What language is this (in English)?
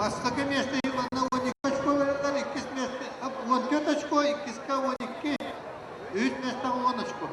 Yakut